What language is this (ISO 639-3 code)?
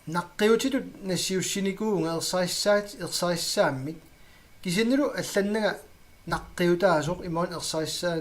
kal